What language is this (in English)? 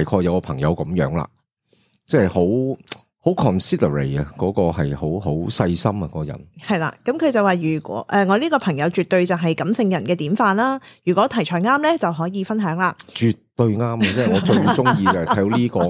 Cantonese